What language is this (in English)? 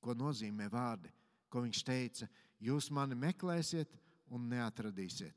Latvian